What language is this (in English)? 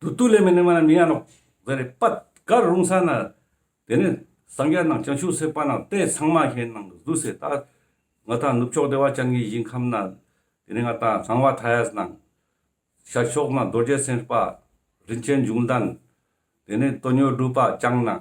Ladakhi